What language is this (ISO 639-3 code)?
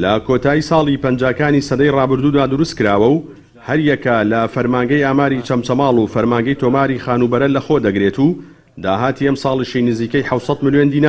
ckb